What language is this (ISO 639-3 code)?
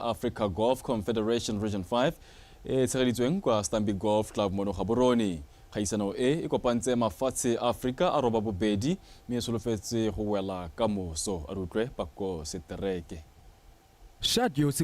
tsn